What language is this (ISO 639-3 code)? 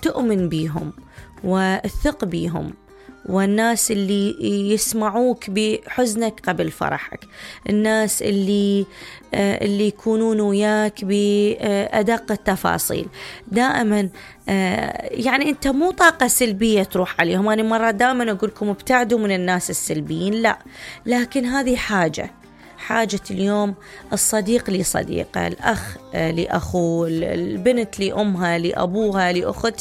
acm